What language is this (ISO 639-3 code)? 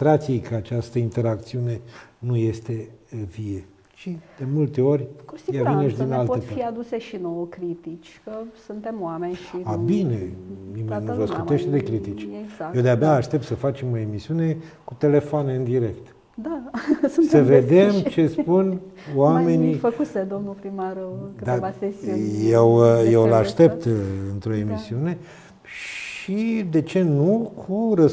ron